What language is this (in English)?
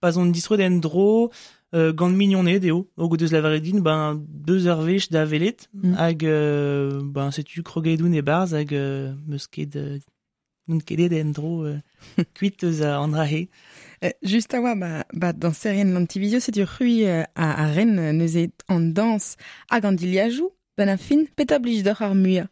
Breton